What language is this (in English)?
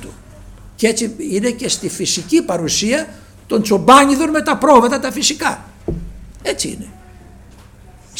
Greek